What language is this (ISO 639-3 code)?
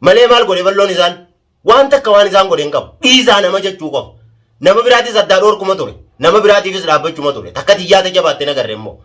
orm